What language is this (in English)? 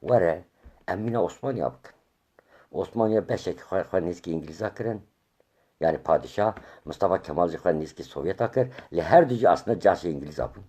Kurdish